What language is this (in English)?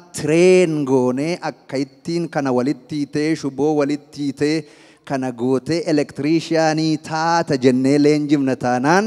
Oromo